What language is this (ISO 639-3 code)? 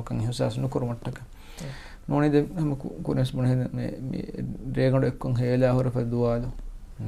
div